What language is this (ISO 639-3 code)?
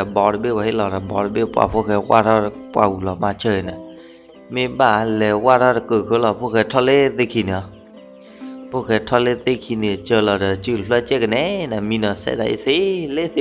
ksw